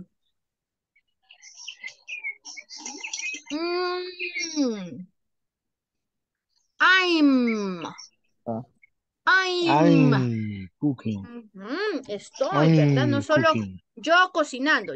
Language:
Spanish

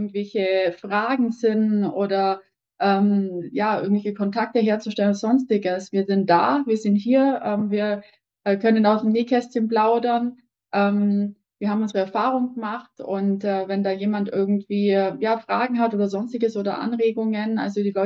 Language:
German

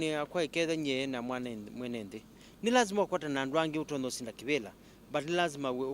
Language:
Kamba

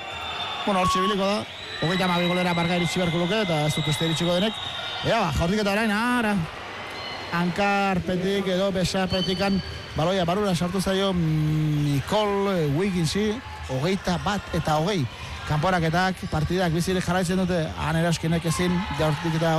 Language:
Basque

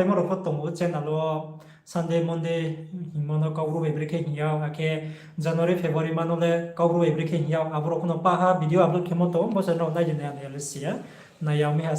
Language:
Riang (India)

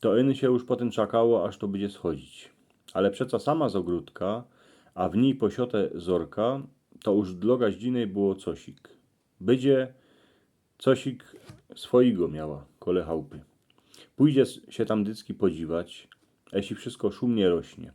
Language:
Silesian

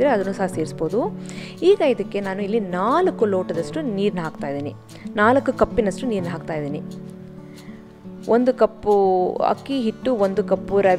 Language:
Kannada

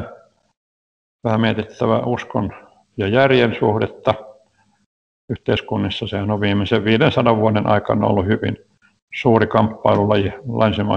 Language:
Finnish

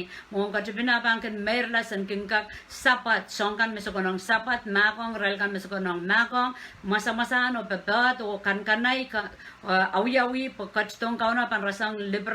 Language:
Pohnpeian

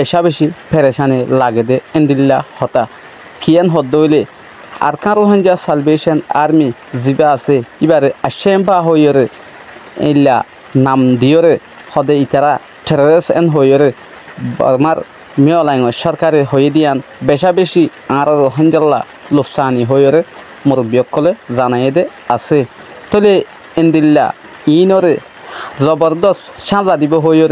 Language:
Rohingya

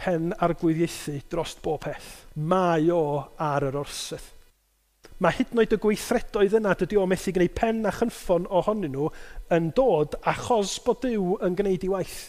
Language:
Welsh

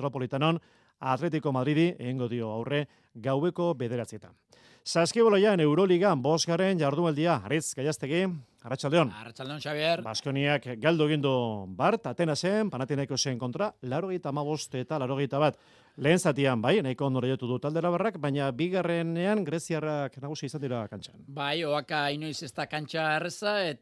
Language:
Basque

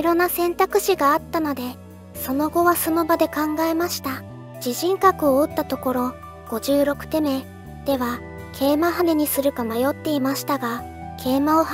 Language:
Japanese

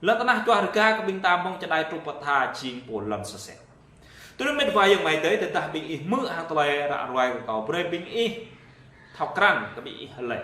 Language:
Jarai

